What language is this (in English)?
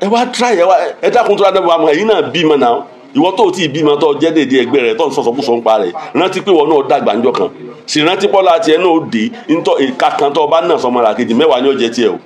Yoruba